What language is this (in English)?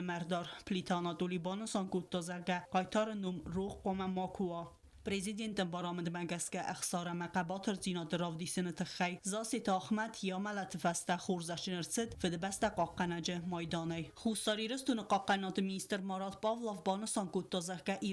Ossetic